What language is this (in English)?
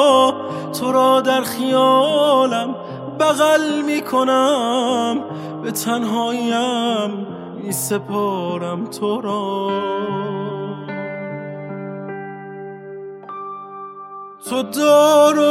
Persian